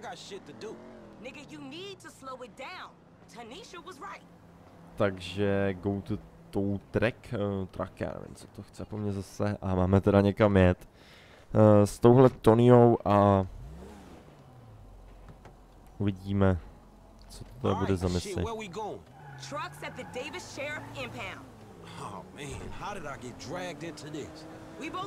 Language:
Czech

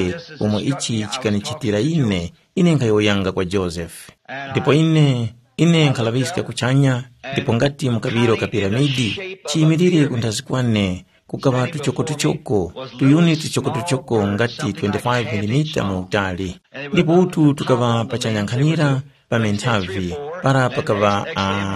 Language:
Tumbuka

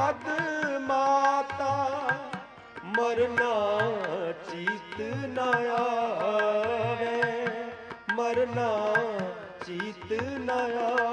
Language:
Punjabi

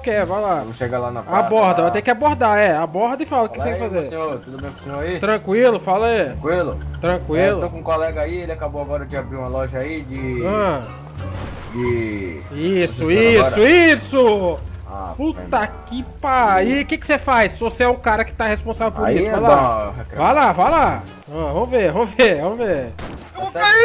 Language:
Portuguese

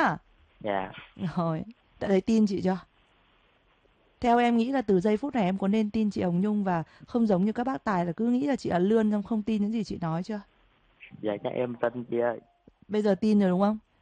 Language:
Vietnamese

